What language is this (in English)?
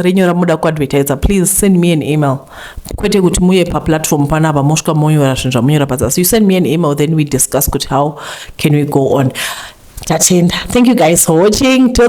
Shona